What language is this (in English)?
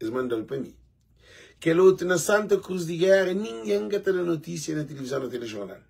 Kabuverdianu